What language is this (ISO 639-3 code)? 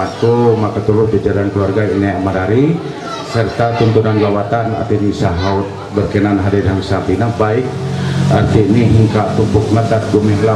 mhy